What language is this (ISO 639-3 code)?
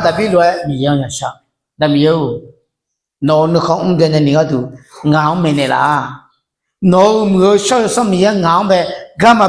ahk